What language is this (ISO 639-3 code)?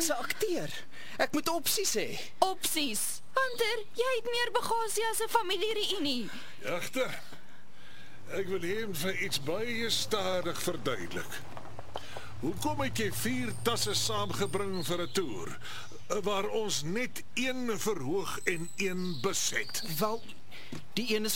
afr